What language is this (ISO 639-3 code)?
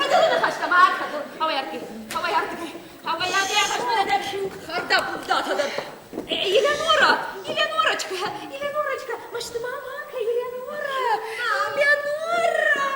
oss